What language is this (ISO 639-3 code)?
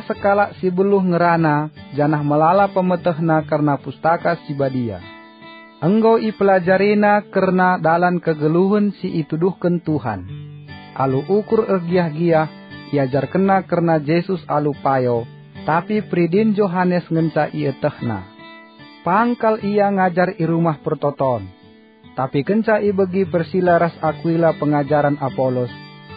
btx